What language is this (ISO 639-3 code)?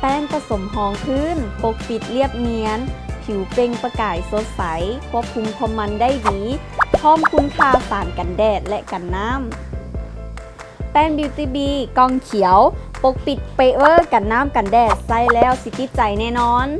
lao